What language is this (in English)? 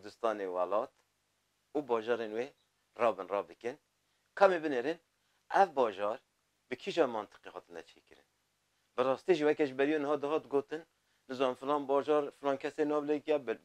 Kurdish